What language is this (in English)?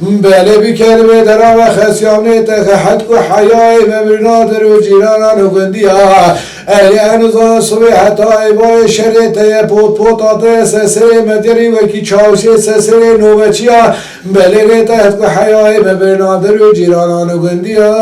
Kurdish